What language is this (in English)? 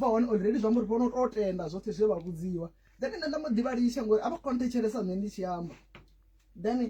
Venda